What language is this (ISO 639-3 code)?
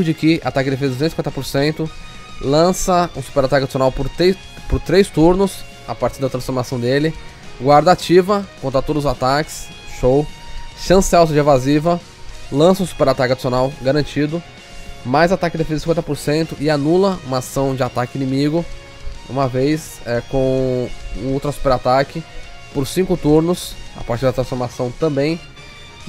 por